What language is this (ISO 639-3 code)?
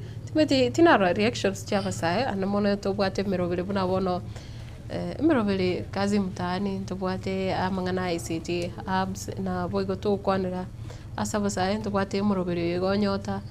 guz